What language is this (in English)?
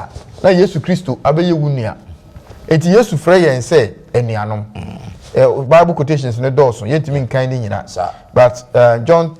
Akan